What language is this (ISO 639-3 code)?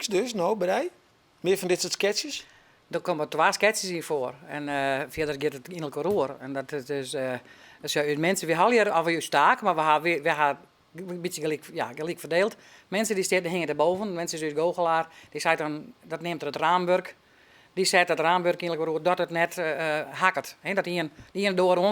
fry